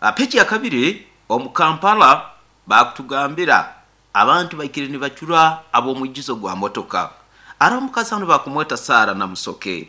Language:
Nyoro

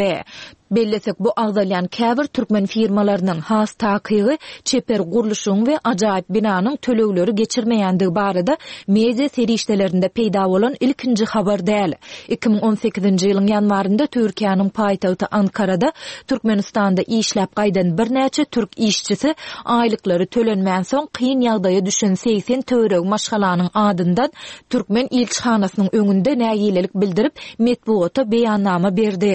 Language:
Turkmen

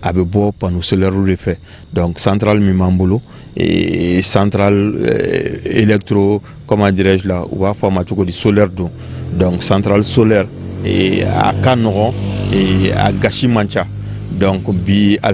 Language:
Bambara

